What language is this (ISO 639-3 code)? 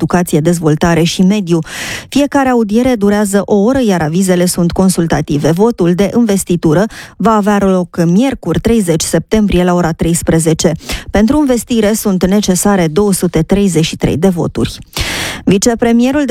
ron